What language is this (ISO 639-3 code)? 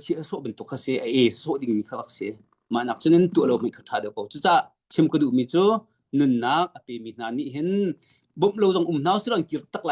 cnh